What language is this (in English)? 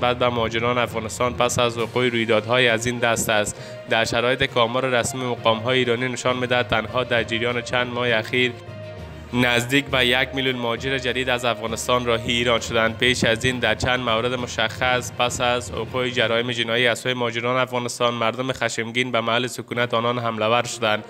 Persian